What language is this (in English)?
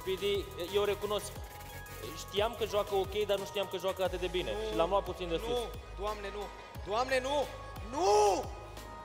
Romanian